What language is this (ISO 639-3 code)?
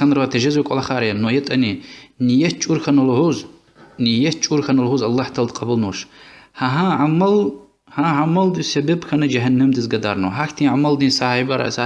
lez